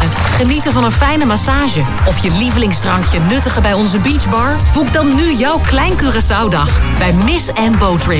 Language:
Dutch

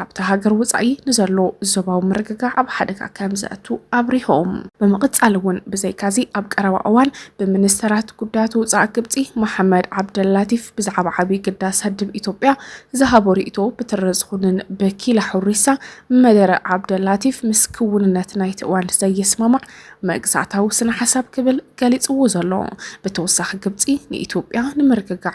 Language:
Tigrinya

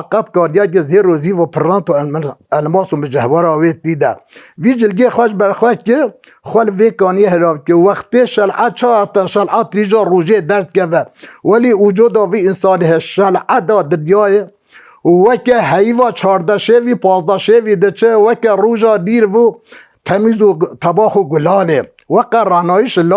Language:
Kurdish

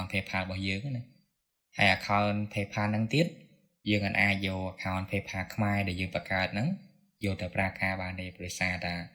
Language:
Khmer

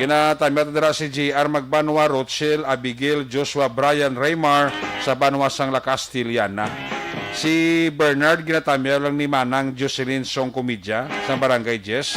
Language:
Hiligaynon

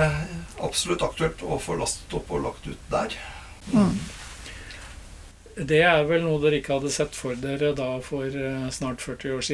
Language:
Norwegian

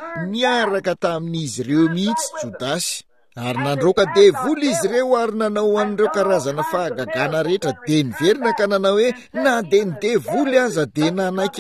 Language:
Malagasy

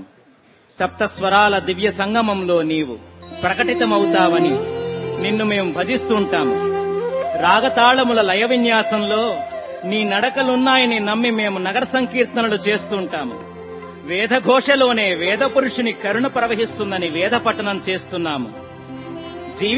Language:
Telugu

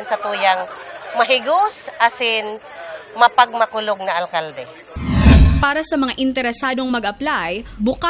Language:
Bikol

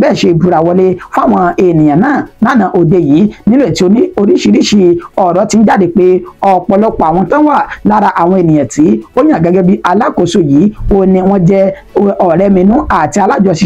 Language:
Yoruba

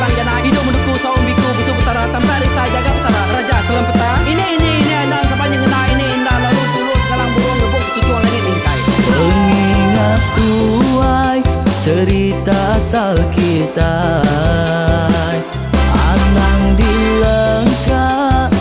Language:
Iban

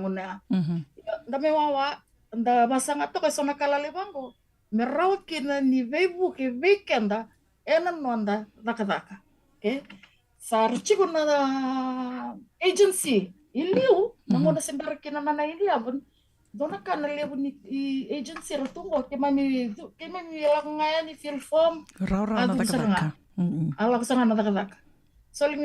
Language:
Fijian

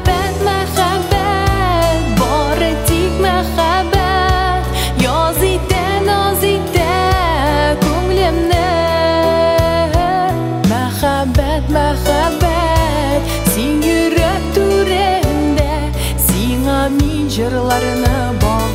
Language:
Tatar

